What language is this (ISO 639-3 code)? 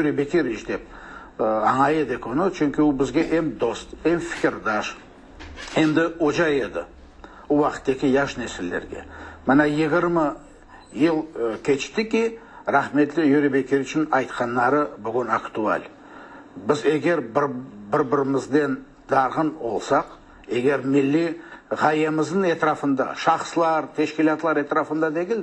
crh